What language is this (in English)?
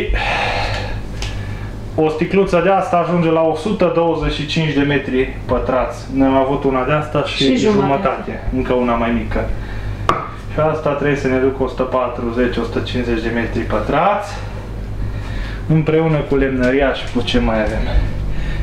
Romanian